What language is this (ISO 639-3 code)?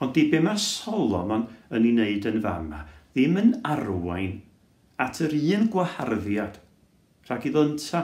cym